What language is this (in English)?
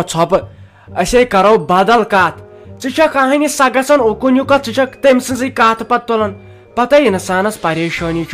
Kashmiri